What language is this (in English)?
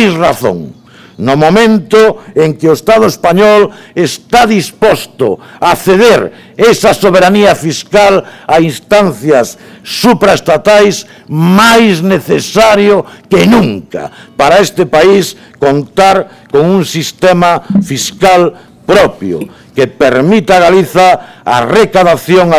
Galician